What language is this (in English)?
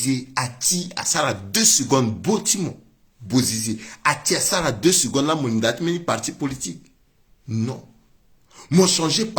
Sango